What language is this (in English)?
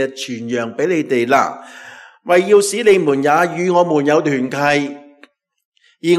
Cantonese